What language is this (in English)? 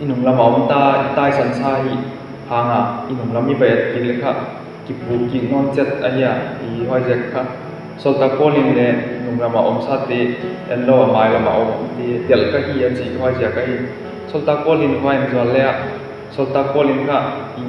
Tedim Chin